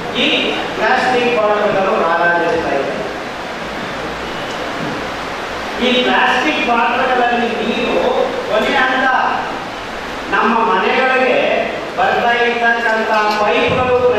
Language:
Kannada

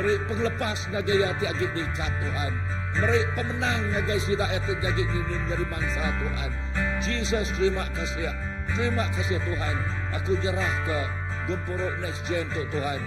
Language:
Iban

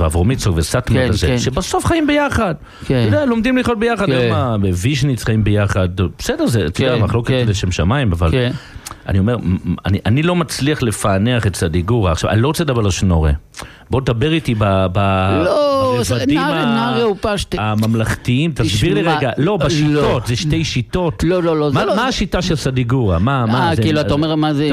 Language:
Hebrew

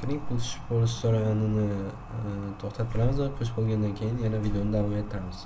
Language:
Uzbek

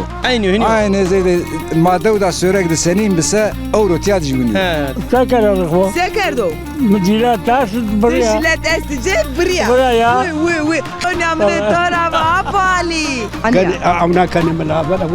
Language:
Zaza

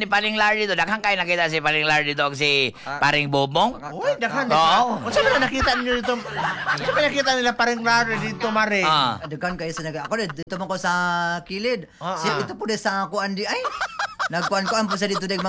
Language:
Cebuano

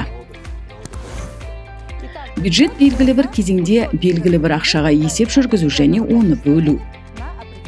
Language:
Kazakh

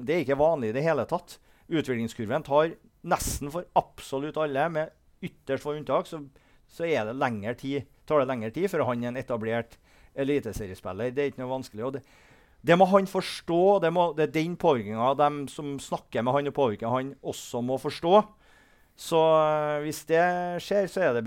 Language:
Norwegian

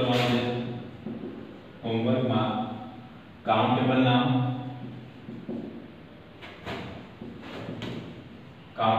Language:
Gujarati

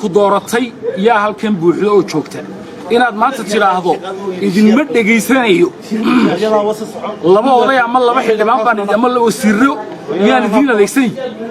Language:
Somali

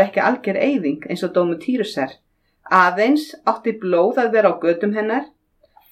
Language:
Icelandic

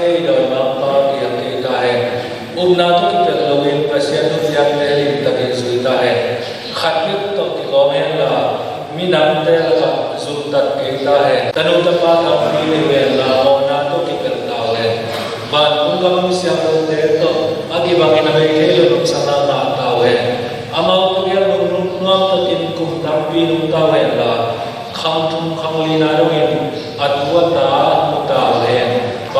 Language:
Tedim Chin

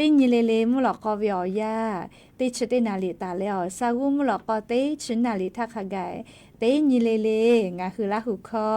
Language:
Lahu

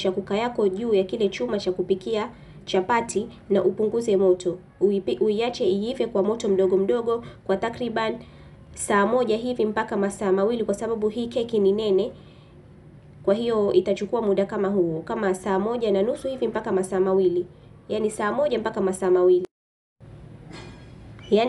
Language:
Swahili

